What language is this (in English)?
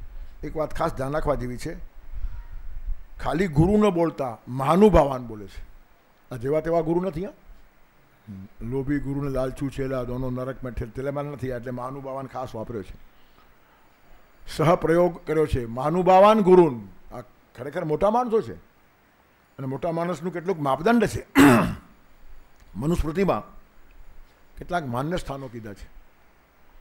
Gujarati